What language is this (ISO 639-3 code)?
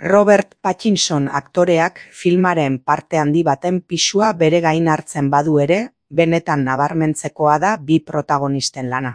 eus